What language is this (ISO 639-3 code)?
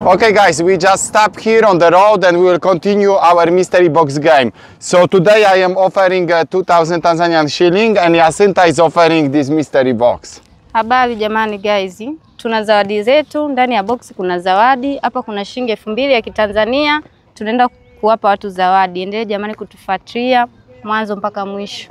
swa